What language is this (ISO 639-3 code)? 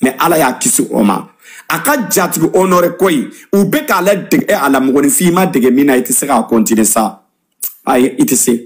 bam